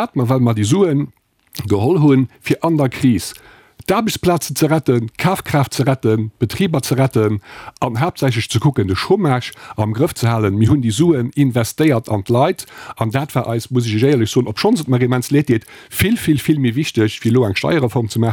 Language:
Luxembourgish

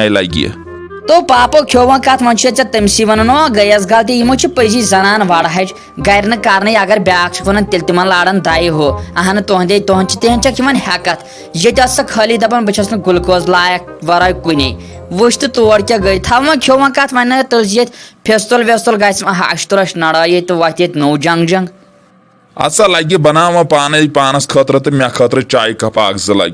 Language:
Kashmiri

